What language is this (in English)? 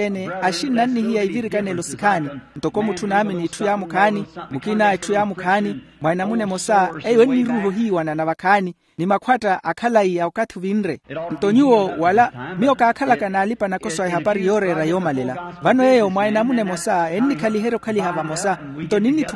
Makhuwa